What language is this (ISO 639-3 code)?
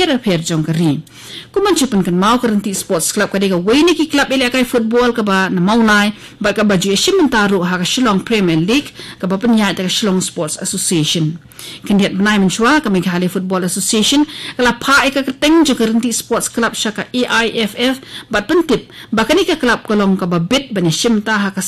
kha